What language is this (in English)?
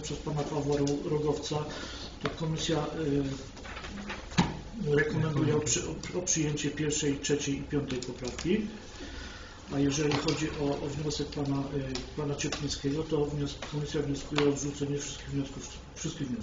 Polish